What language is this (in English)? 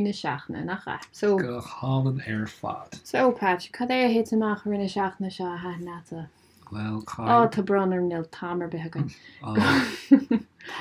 Irish